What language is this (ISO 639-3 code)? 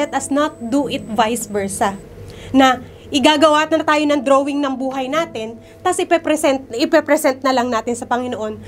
fil